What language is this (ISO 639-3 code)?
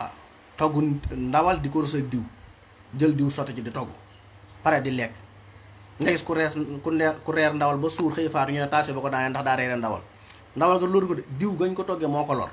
wol